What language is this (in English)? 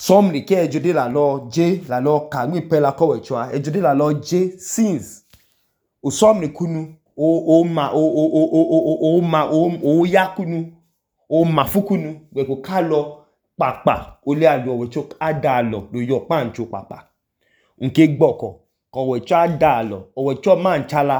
Idoma